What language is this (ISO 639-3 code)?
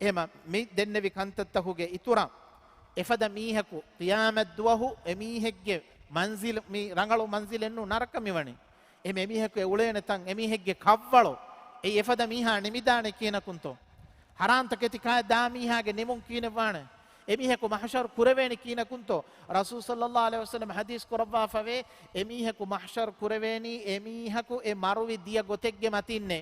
div